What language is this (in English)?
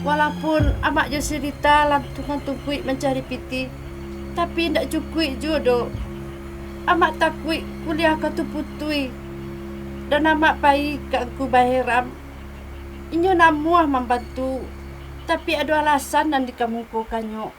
Minangkabau